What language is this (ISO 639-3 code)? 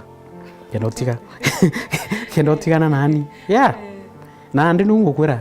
mer